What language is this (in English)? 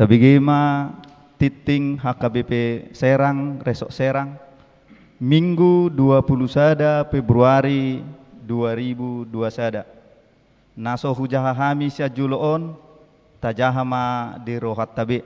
Batak Toba